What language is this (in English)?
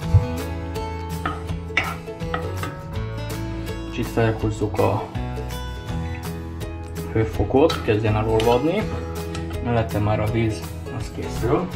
Hungarian